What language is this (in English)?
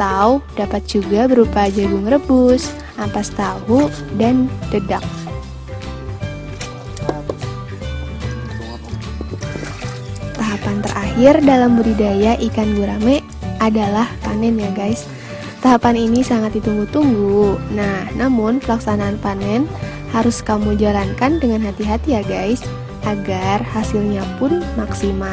Indonesian